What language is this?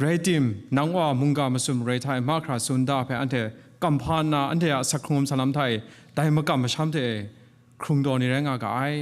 Kachin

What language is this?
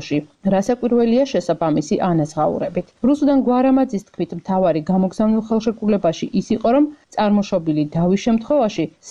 Georgian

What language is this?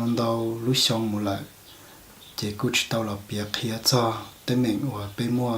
Hmong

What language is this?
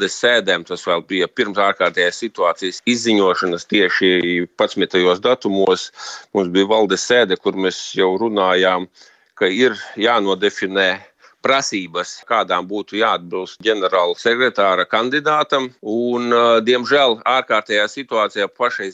Latvian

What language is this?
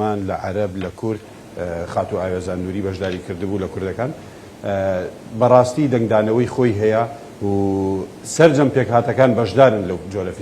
Central Kurdish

